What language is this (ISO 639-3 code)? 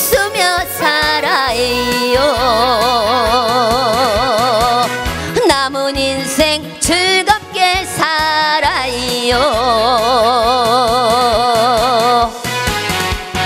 kor